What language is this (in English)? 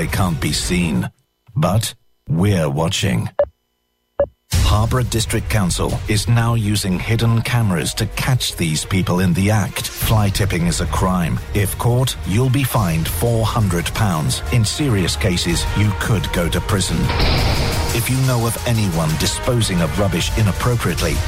English